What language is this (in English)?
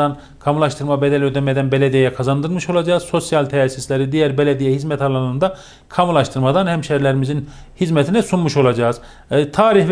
Turkish